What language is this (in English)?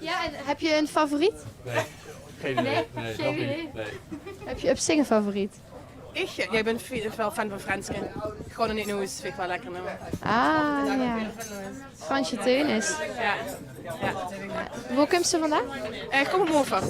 Limburgish